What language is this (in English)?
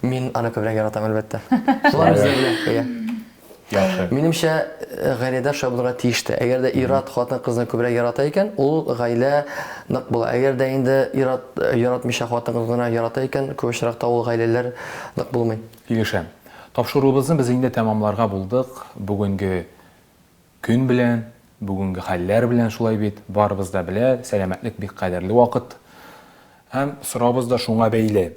Tatar